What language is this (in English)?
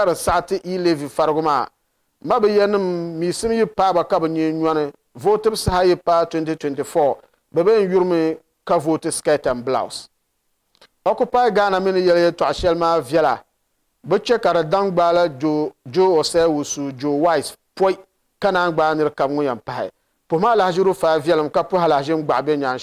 Dagbani